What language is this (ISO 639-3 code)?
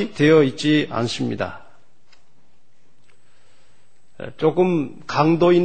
kor